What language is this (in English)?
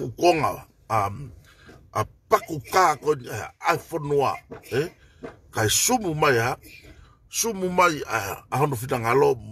Tongan